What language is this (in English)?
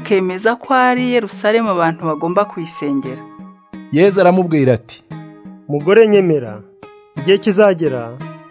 Kinyarwanda